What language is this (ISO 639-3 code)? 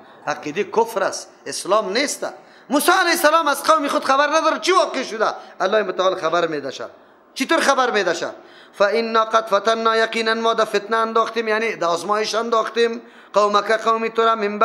fas